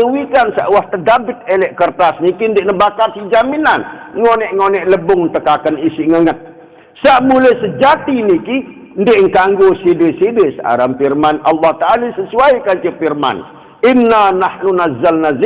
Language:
Sasak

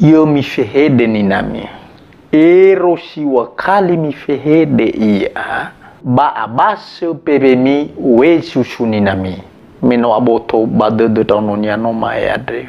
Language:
Nias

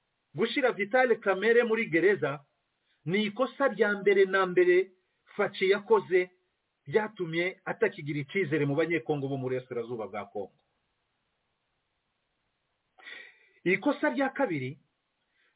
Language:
Kinyarwanda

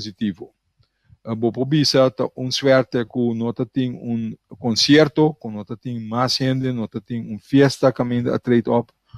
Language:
Papiamento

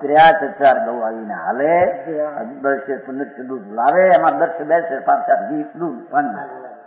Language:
Gujarati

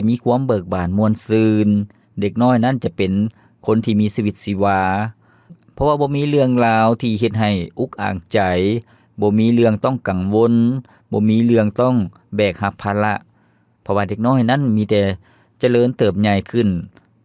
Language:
Lao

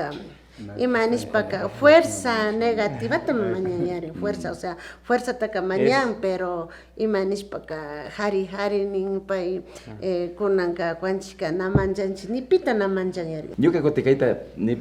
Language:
Imbabura Highland Quichua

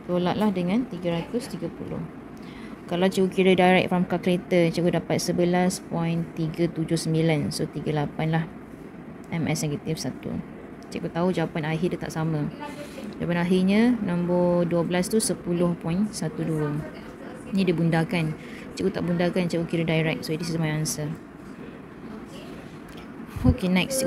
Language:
Malay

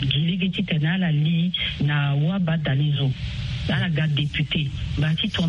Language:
Sango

